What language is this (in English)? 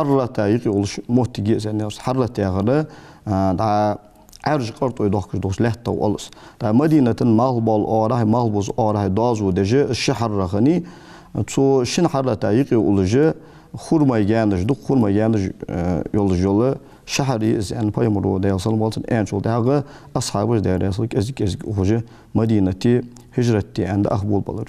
Ingush